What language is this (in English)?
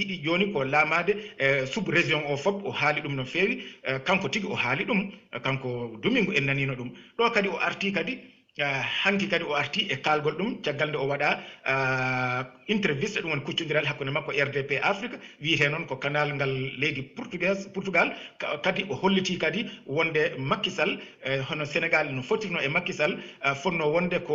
Fula